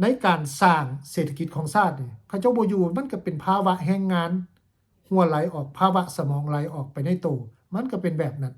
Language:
Lao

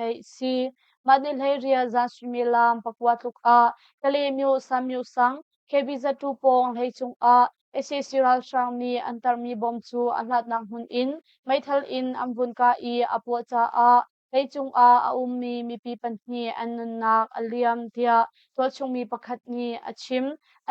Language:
Hakha Chin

